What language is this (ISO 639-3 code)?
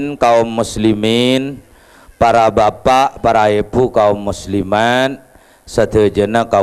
mad